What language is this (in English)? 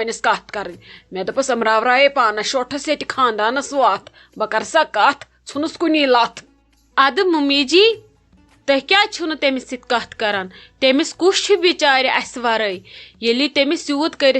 Kashmiri